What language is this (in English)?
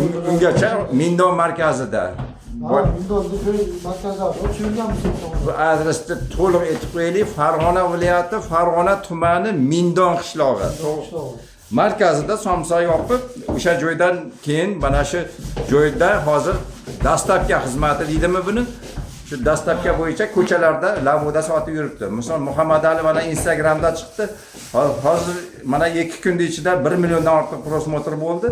Uzbek